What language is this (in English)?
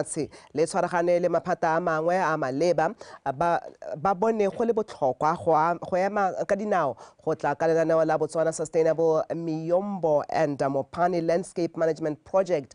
Tswana